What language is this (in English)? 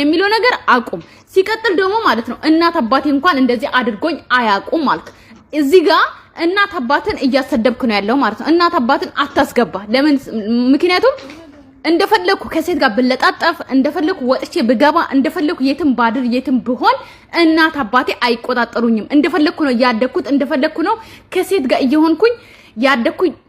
Amharic